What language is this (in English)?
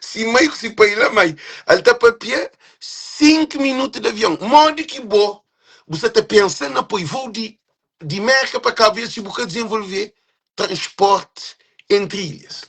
Kabuverdianu